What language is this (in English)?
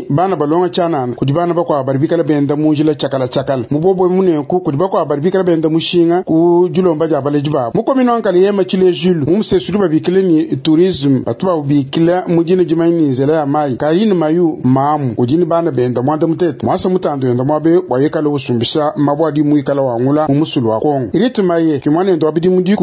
Luba-Lulua